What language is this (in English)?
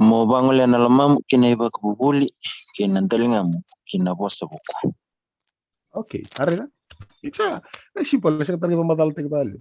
Fijian